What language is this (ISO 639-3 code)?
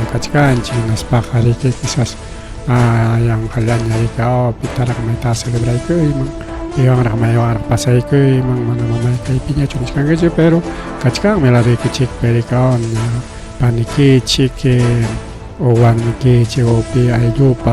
quy